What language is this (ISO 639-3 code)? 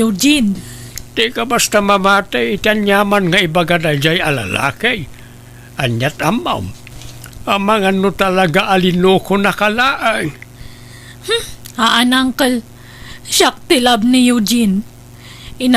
ilo